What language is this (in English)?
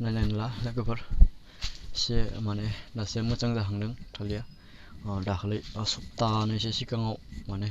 Bodo